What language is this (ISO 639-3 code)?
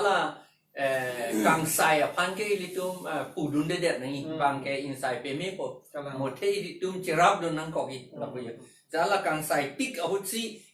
mjw